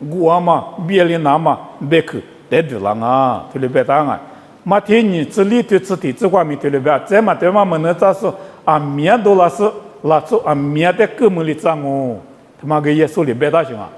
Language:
Lisu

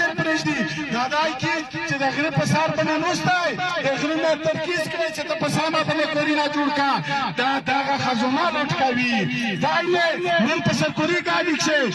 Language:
Pashto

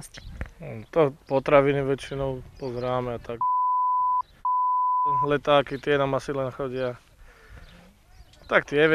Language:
Slovak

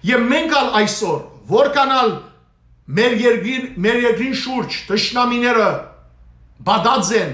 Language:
Western Armenian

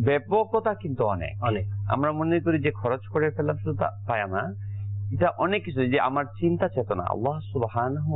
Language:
Bangla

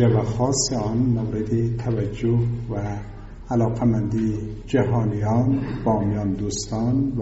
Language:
Persian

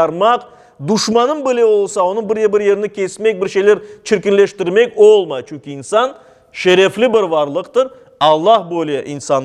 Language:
Crimean Tatar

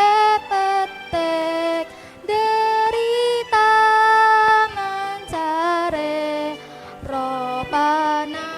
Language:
Madurese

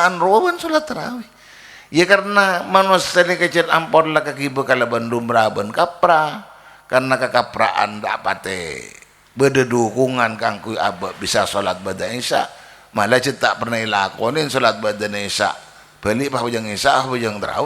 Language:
Madurese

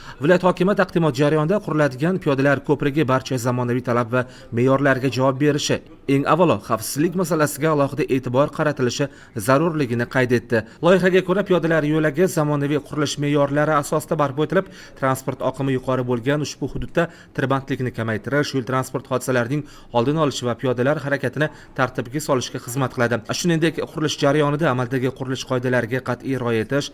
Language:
Uzbek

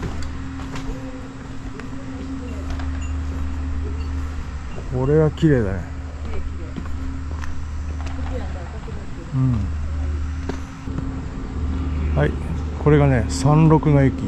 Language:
Japanese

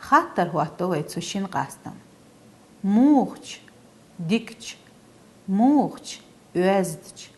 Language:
Chechen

